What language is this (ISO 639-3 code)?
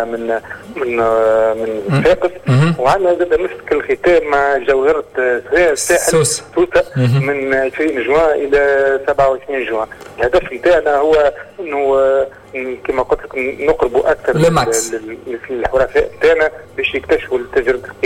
aeb